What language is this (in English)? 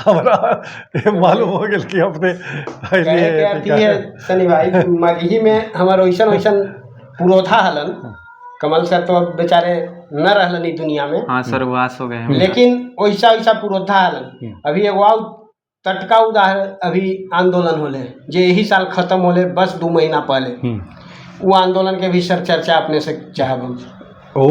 Magahi